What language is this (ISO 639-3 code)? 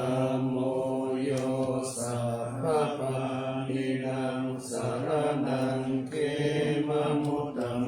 pli